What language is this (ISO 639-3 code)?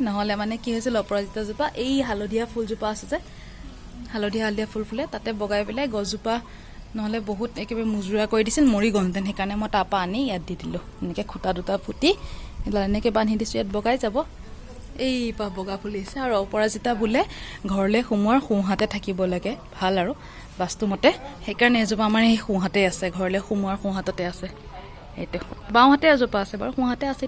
asm